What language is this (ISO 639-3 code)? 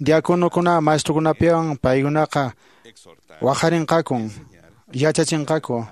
que